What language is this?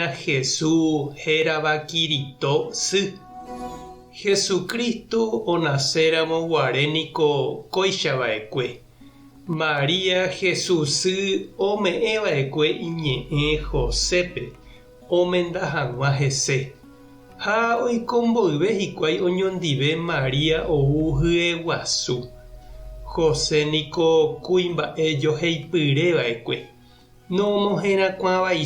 Guarani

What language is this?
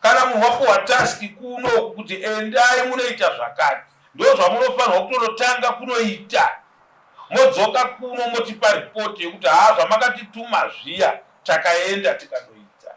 Shona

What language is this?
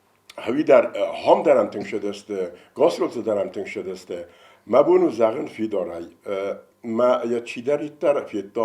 Ossetic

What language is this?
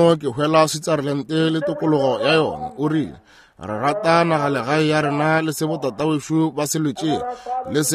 Northern Sotho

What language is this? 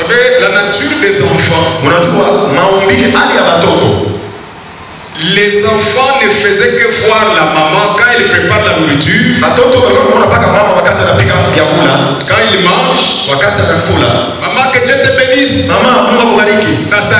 Swahili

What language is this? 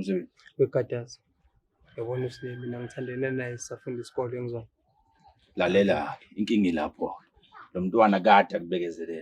Zulu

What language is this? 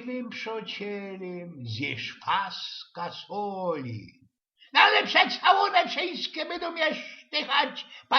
Silesian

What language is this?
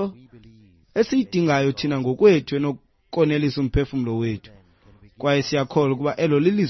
Xhosa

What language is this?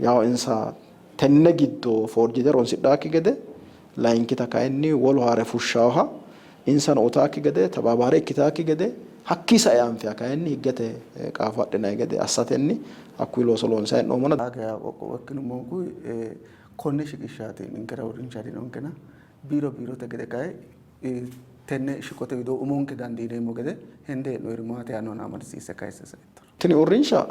Sidamo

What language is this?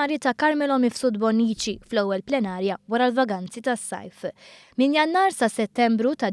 Maltese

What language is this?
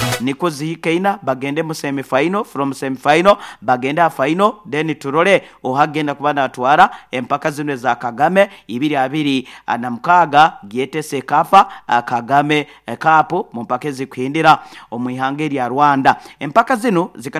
Nyoro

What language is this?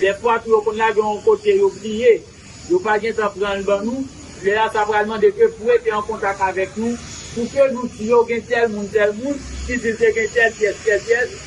Haitian Creole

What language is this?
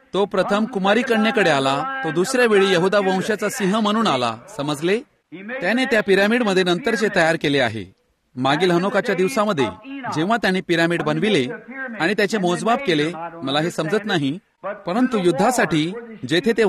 Marathi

